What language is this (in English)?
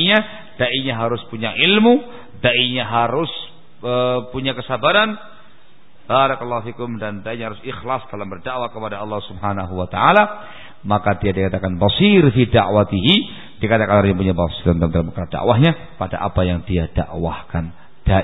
Indonesian